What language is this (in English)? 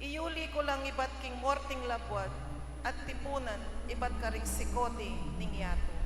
Pampanga